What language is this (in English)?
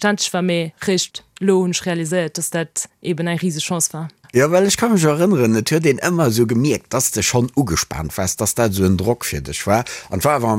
Luxembourgish